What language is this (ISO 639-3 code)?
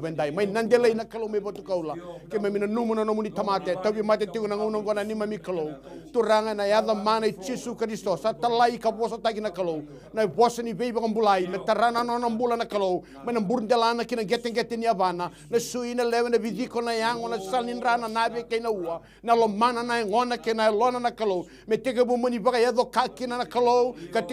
fij